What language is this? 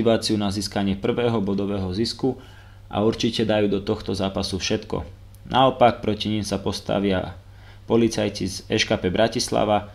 Slovak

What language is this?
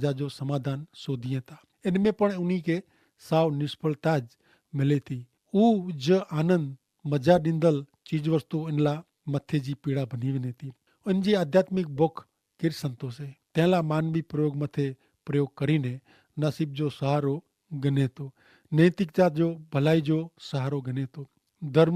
Kachhi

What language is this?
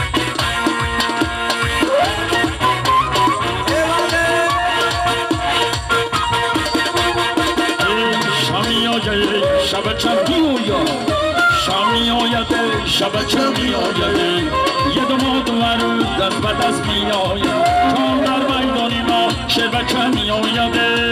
Persian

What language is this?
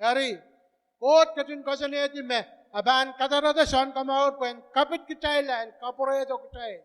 Pohnpeian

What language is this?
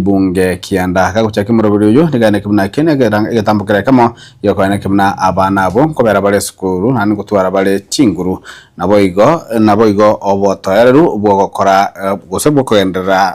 Gusii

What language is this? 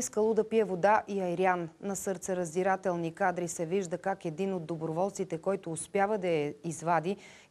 Bulgarian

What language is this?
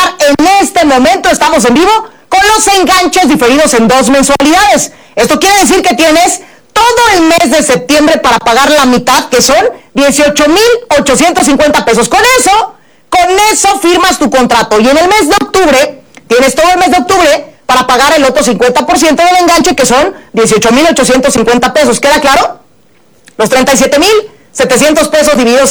Spanish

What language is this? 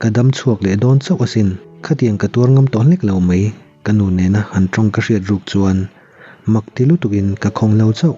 Mizo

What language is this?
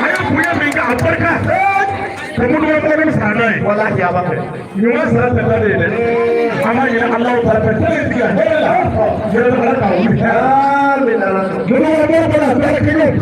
Bambara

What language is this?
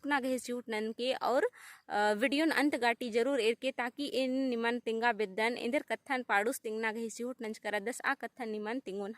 Kurukh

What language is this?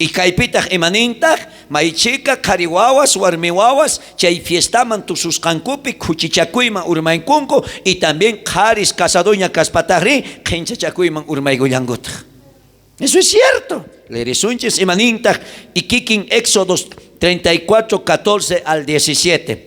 South Bolivian Quechua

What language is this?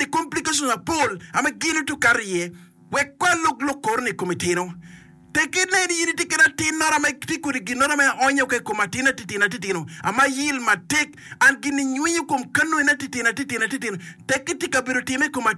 Acoli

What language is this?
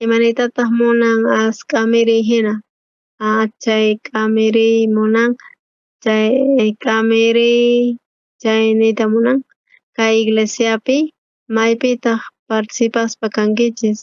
South Bolivian Quechua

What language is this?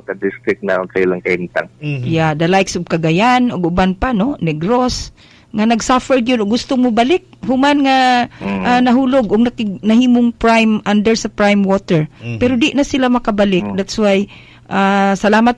Cebuano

